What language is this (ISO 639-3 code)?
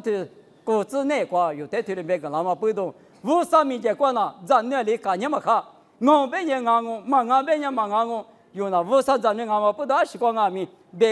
lis